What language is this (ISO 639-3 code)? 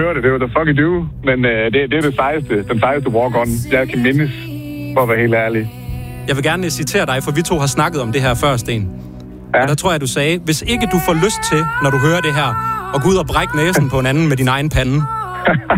dan